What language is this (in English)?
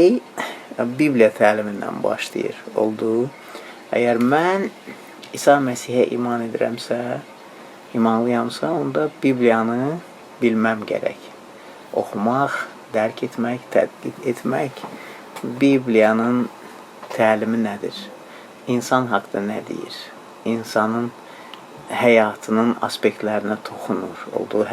Azerbaijani